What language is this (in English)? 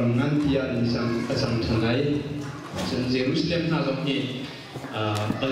Hakha Chin